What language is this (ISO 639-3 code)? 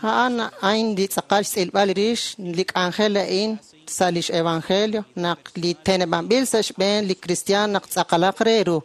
kek